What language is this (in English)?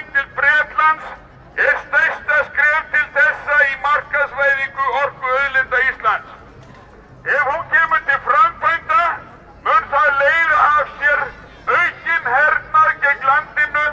Icelandic